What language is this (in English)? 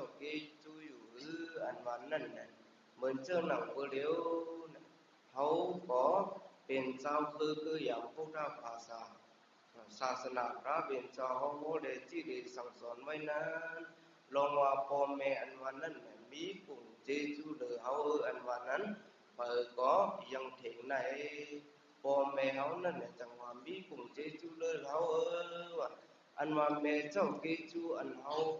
Shan